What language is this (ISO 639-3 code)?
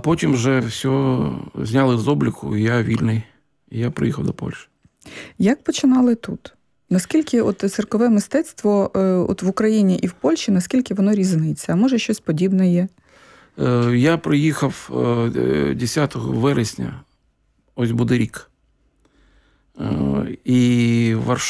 ukr